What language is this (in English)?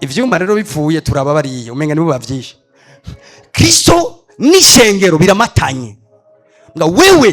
Rundi